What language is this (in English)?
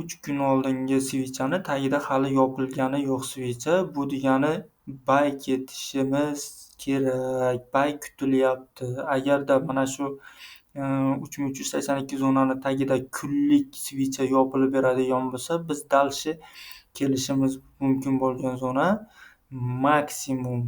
Uzbek